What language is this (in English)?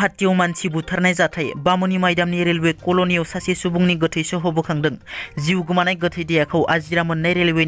Bodo